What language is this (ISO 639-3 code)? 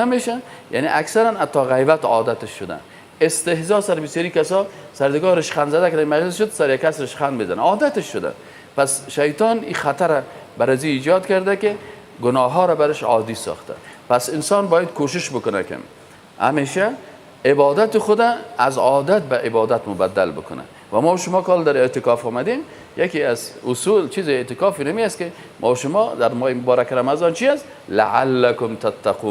fas